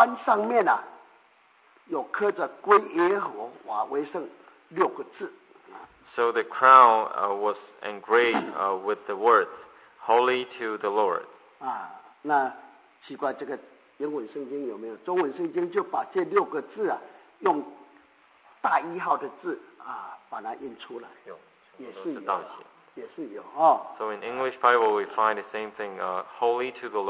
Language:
Chinese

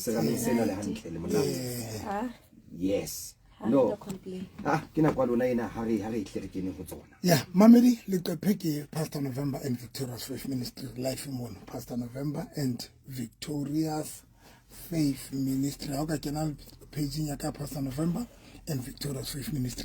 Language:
Southern Sotho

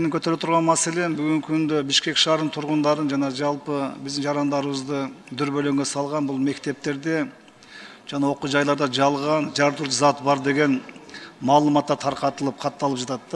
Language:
Kyrgyz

